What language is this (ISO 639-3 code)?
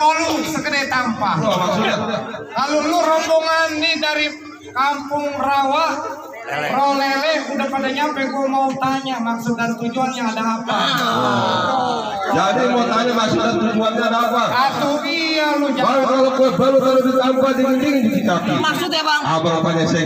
bew